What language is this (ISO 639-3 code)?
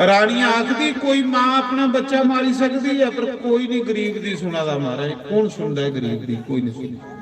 doi